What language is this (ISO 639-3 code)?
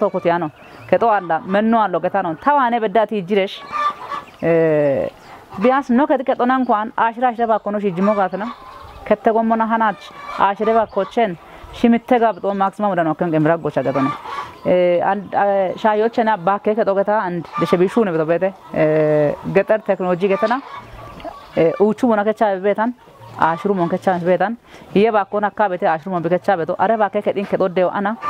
kbr